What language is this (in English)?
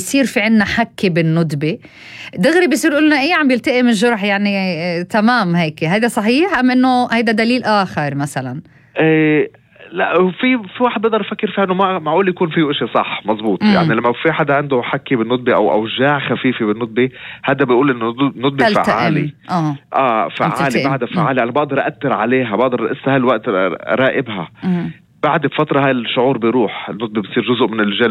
North Levantine Arabic